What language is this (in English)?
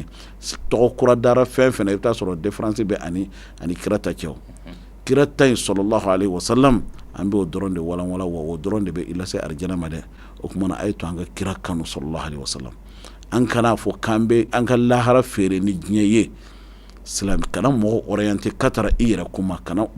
Bambara